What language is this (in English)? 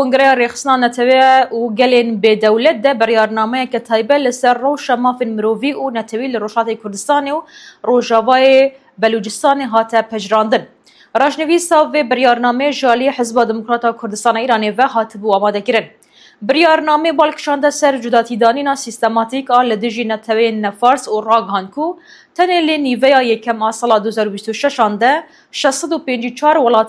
Kurdish